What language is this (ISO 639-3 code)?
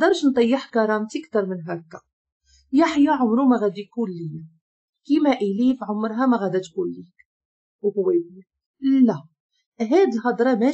ary